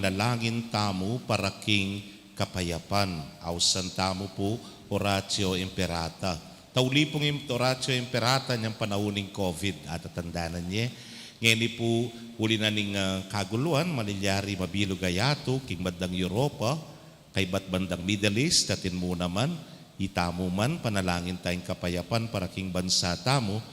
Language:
Pampanga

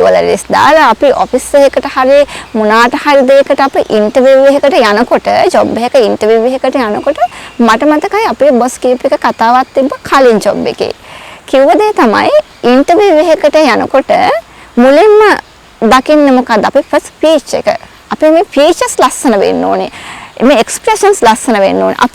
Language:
Sinhala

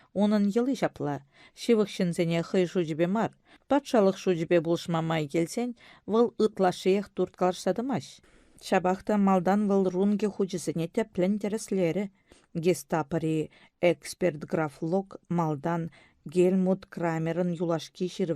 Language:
Chuvash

